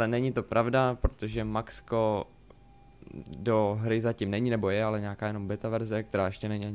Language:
Czech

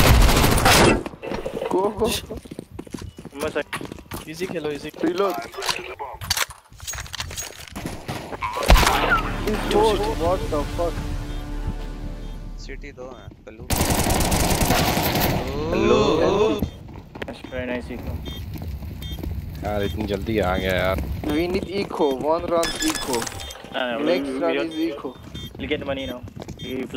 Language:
Hindi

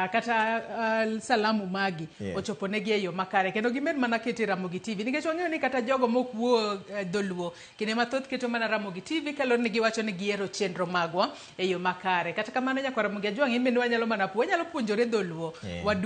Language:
Luo (Kenya and Tanzania)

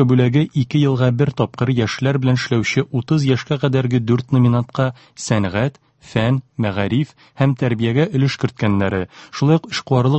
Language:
Tatar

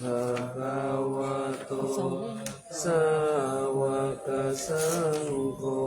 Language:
Pali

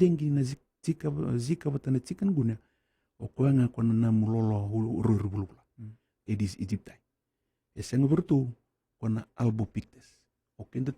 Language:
Fijian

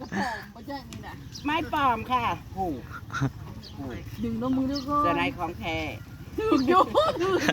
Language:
Northeastern Thai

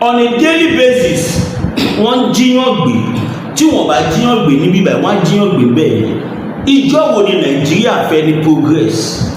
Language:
Yoruba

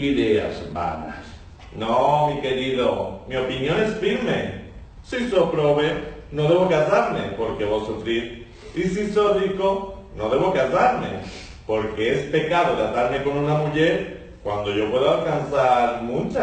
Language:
Ladino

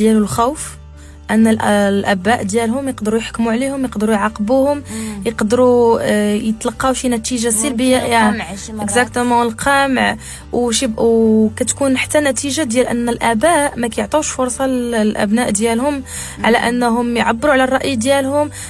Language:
Moroccan Arabic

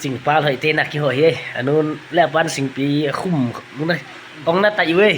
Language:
Paite Chin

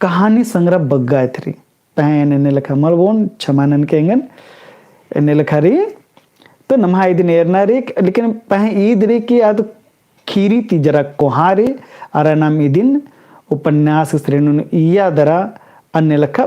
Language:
Kurukh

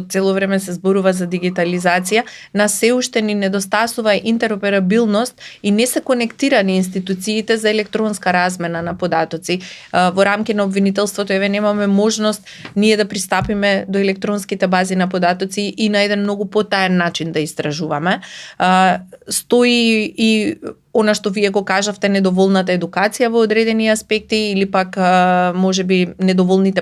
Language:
Macedonian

